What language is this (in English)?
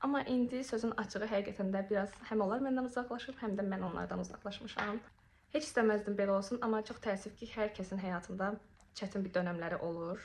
Azerbaijani